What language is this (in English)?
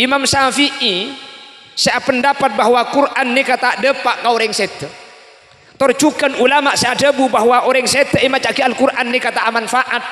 Madurese